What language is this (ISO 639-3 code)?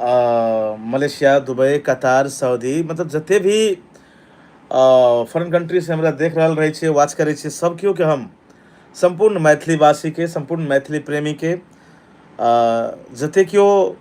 mai